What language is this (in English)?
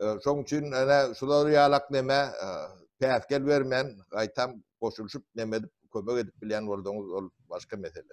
Turkmen